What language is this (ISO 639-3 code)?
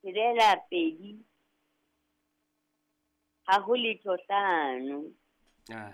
sot